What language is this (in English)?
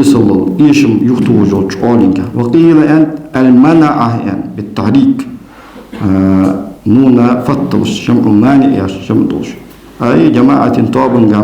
Ingush